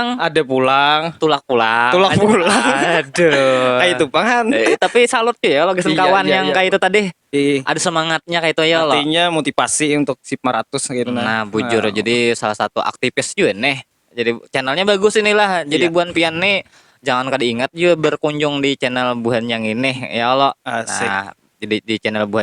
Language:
Banjar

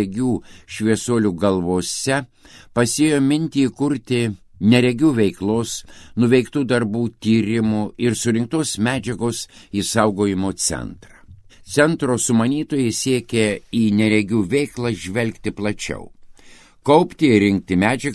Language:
Lithuanian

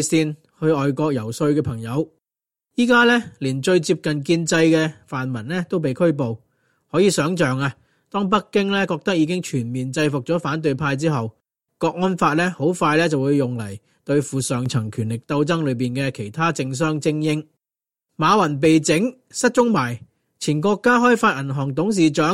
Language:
Cantonese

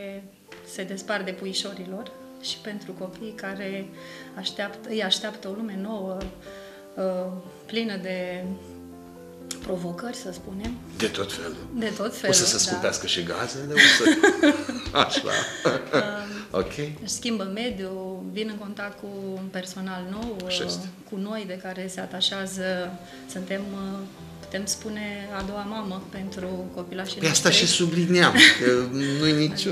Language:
Romanian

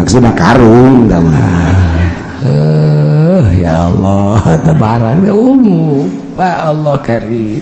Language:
Sundanese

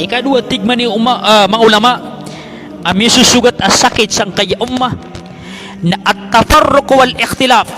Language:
Maranao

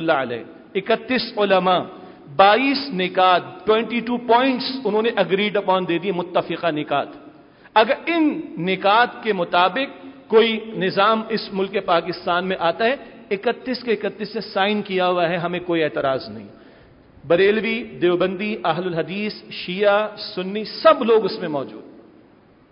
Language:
Urdu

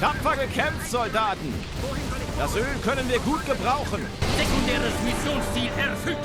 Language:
Bavarian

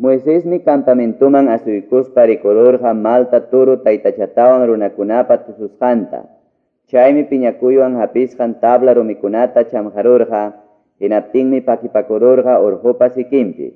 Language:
Quechua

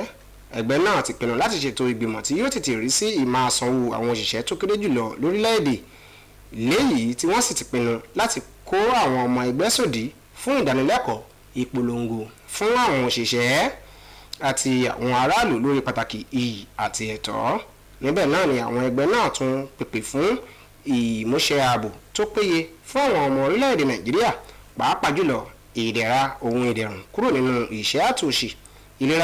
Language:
Yoruba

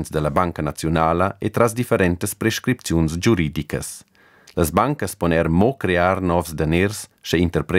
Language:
Romansh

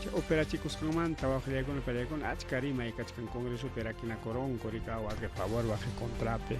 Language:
Ayacucho Quechua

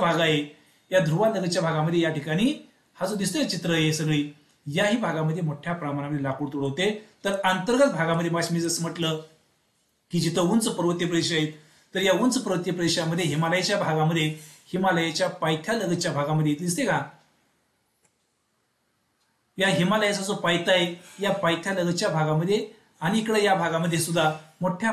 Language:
Marathi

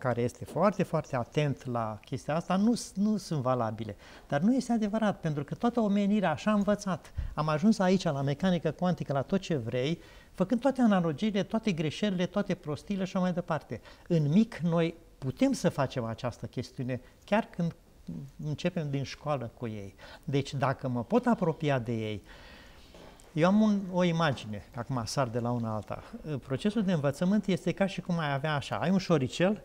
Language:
Romanian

